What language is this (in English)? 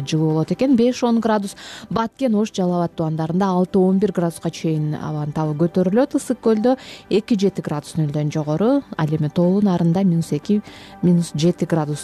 Kyrgyz